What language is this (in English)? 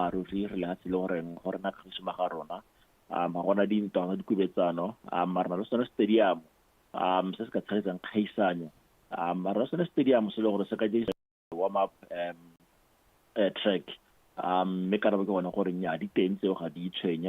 Tswana